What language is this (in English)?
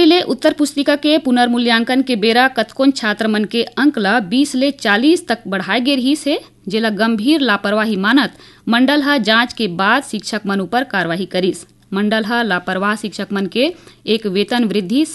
Chhattisgarhi